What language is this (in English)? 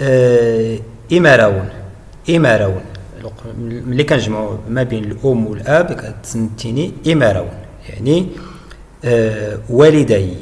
Moroccan Arabic